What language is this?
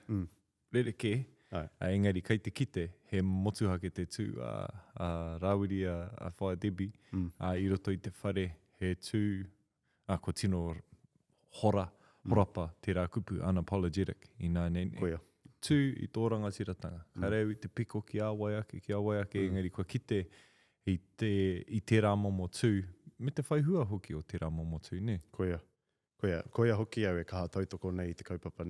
Māori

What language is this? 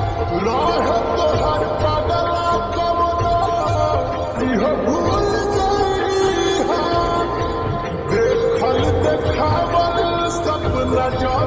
Bhojpuri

